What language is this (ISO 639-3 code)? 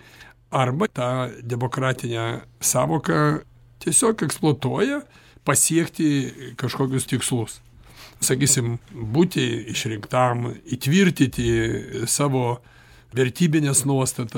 lit